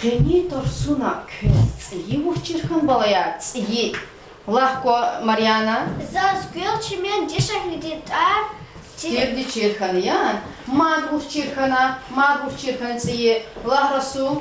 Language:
Lezghian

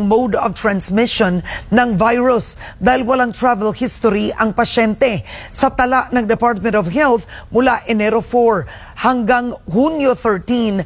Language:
Filipino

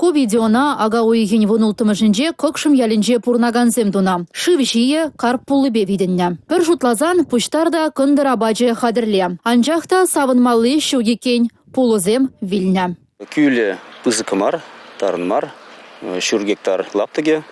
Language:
Chuvash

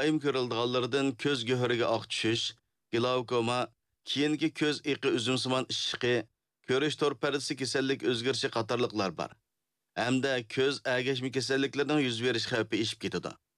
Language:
Uyghur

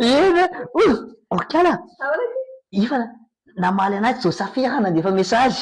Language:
Malagasy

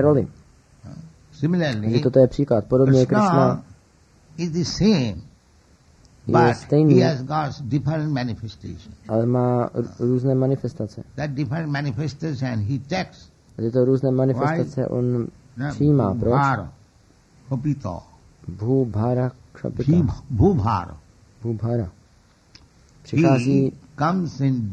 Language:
Czech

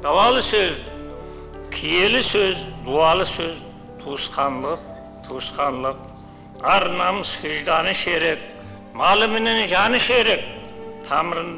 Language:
Kara-Kalpak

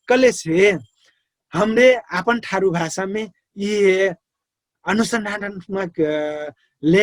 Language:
Dangaura Tharu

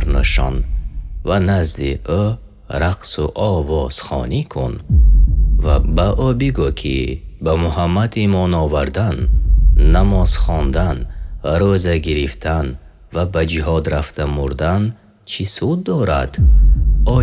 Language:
Tajik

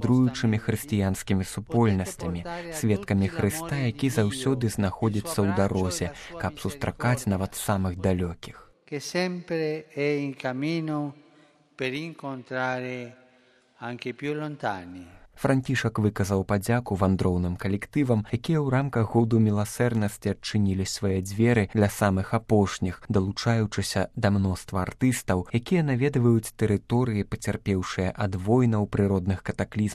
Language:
Belarusian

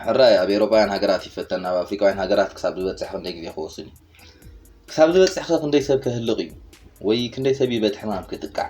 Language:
Tigrinya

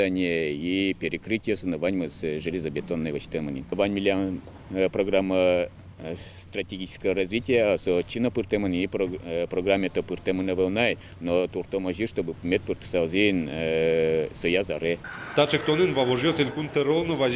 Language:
Udmurt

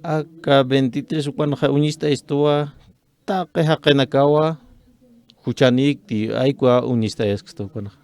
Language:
Aymara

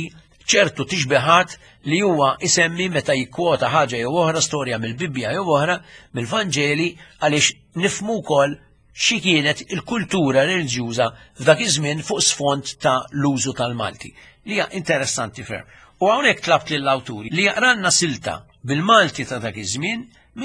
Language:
Maltese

